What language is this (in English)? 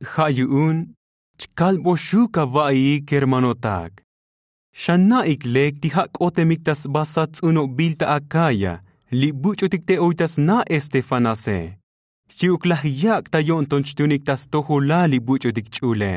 Tzotzil